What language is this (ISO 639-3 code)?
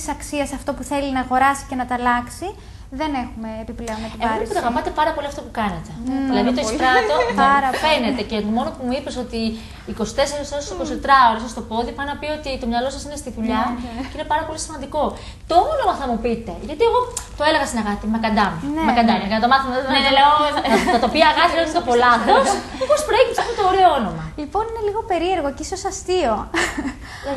ell